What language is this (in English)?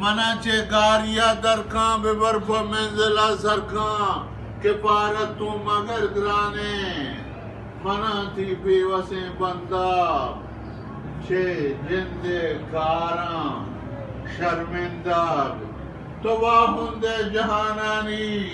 Eastern Balochi